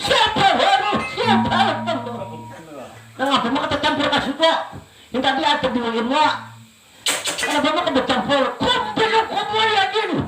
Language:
Banjar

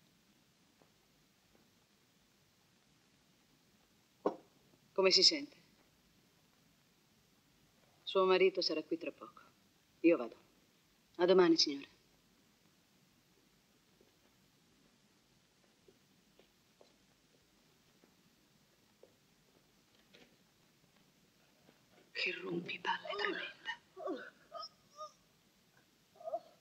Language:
Italian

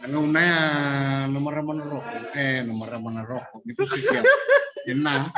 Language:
Fijian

